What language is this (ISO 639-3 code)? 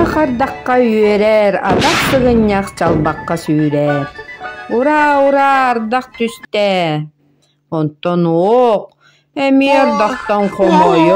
sah